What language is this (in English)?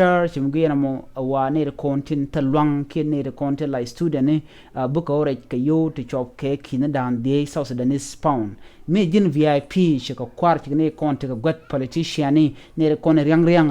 Nuer